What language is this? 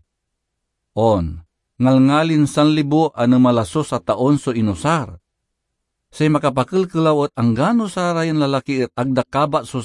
Pangasinan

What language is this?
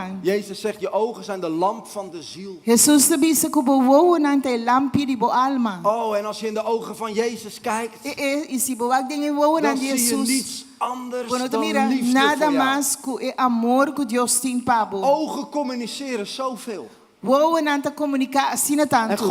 Papiamento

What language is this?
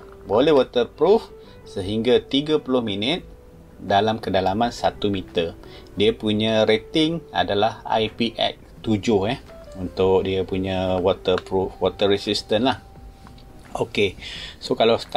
Malay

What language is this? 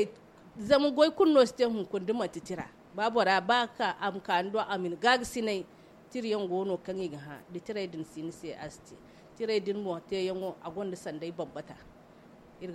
Zarma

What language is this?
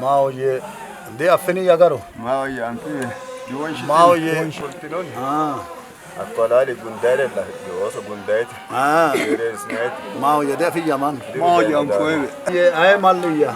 Sidamo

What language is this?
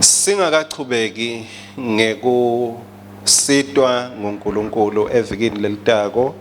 Swati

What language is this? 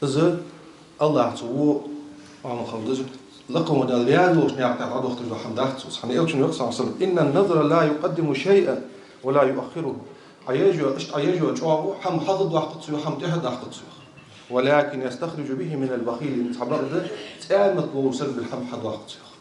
Ingush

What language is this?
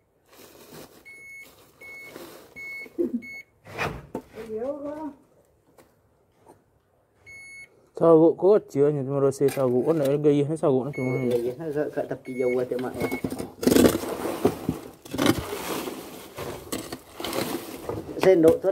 Malay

